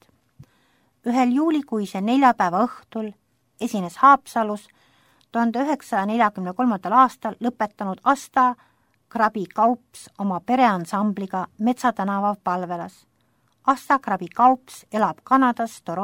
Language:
Estonian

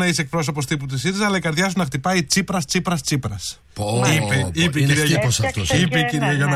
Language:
Greek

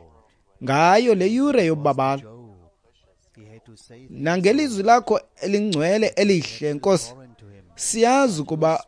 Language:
Xhosa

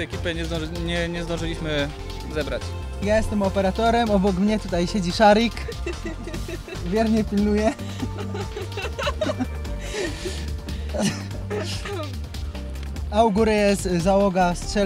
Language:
Polish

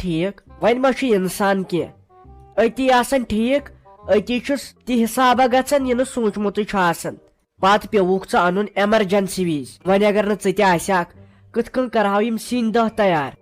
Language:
Kashmiri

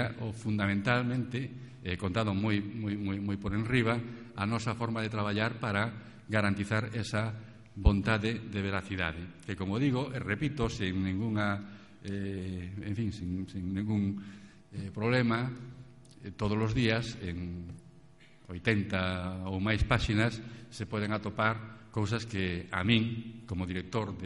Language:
Galician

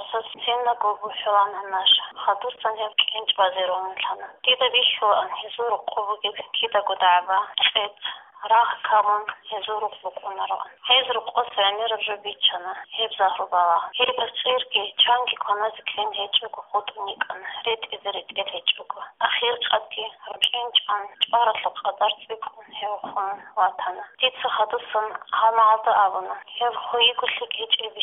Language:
Avaric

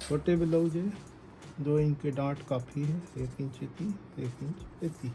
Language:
Chhattisgarhi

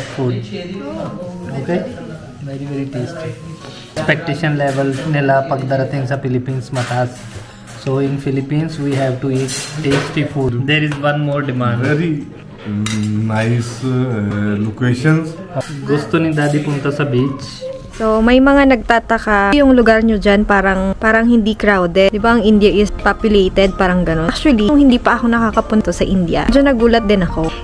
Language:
Filipino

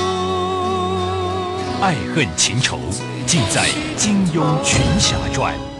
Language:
Chinese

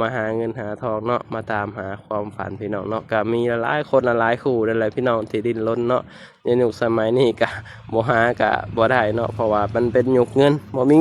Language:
Lao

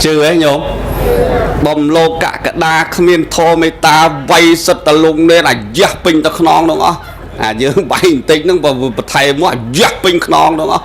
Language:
Khmer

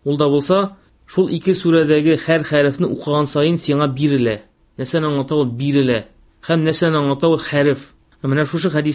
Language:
Tatar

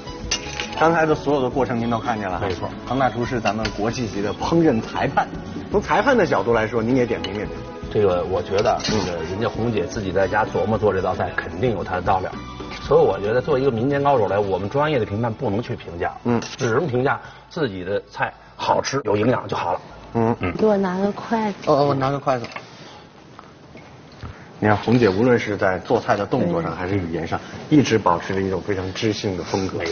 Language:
Chinese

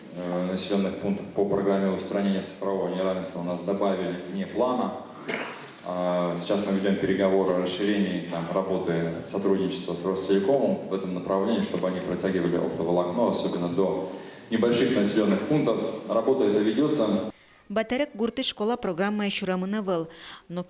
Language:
Udmurt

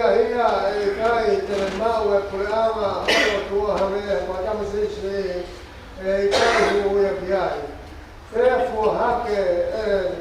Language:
Tongan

